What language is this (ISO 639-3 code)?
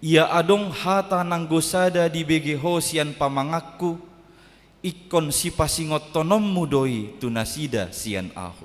bbc